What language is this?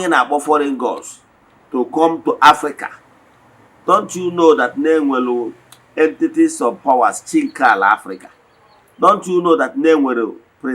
Igbo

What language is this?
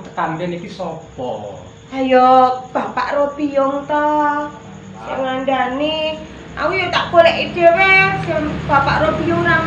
Javanese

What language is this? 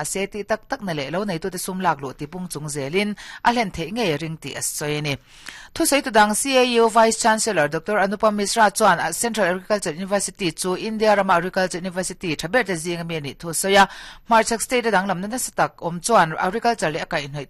Mizo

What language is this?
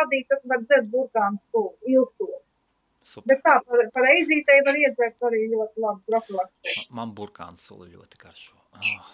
Latvian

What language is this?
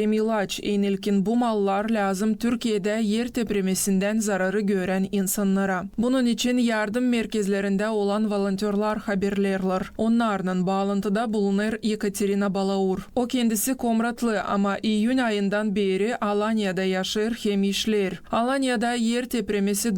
Gagauz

